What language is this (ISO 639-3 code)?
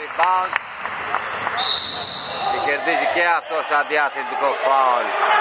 ell